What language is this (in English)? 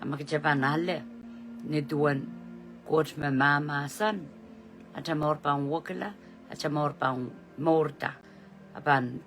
Pohnpeian